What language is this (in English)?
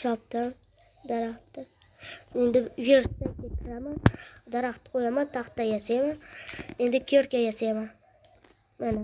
Uzbek